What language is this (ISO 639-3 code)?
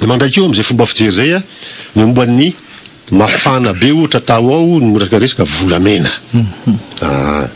mlg